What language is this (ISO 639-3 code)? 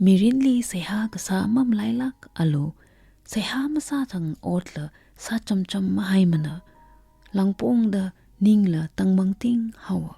nmf